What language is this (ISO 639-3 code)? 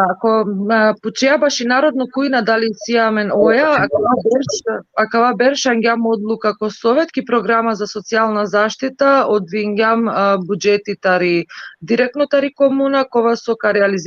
rmn